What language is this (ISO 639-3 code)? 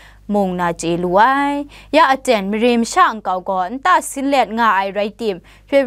kac